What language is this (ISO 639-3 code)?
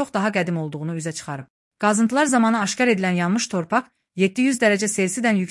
aze